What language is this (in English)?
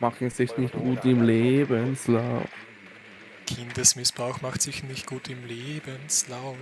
Bavarian